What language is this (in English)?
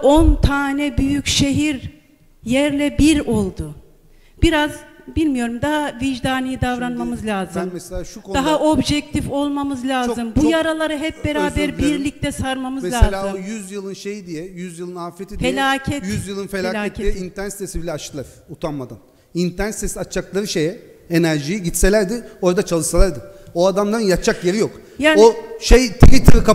Turkish